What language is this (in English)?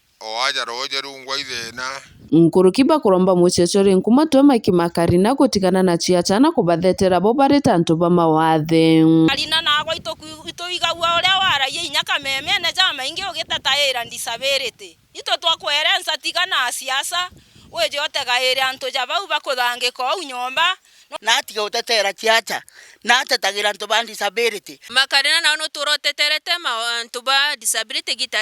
Meru